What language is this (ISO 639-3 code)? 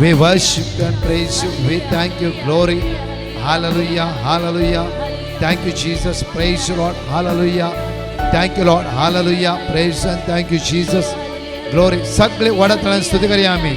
kok